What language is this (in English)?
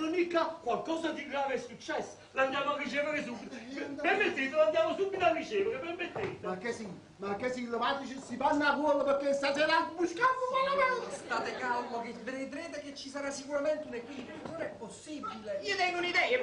Neapolitan